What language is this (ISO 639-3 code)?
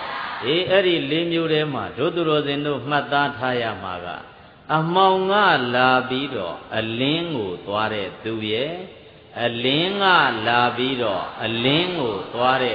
mya